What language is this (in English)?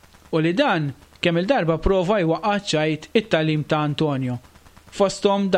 Maltese